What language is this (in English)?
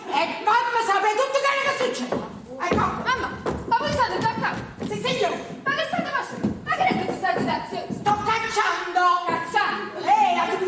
Neapolitan